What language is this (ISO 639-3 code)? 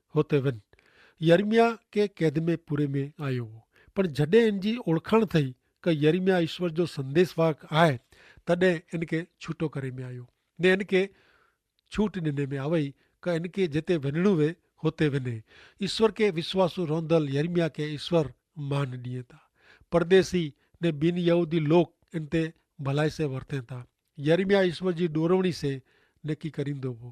kfr